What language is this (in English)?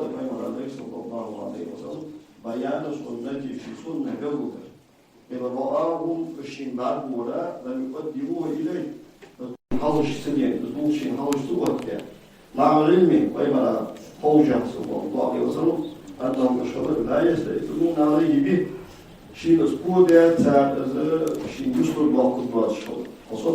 Ingush